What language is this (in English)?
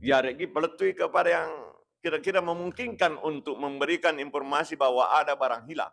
Buginese